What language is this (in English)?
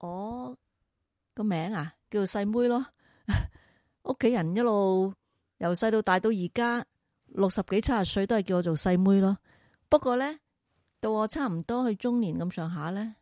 Cantonese